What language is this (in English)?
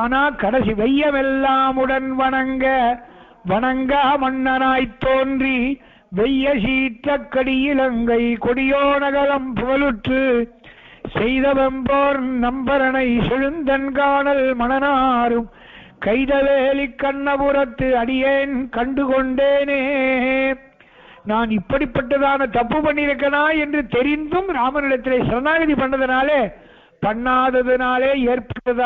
Tamil